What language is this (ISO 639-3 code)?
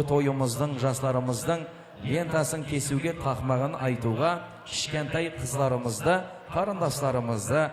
kaa